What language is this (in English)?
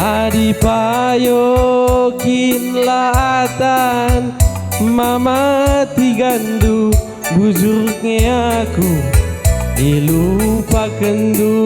Batak Karo